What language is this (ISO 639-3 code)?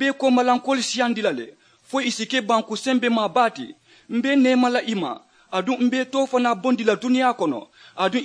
man